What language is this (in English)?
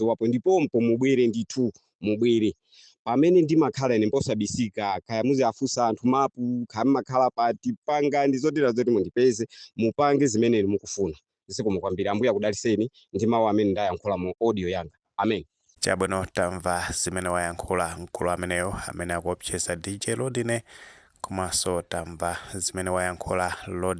Nyanja